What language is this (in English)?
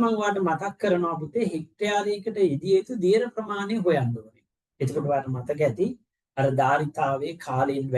Sinhala